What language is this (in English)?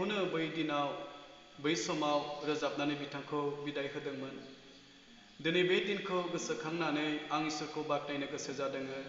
Bodo